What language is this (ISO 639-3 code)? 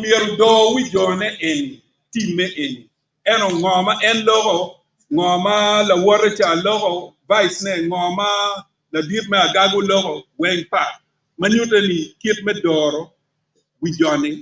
ach